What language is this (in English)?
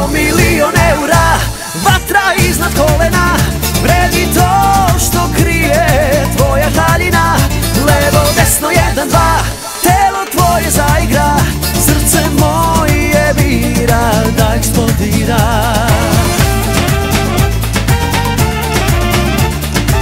Serbian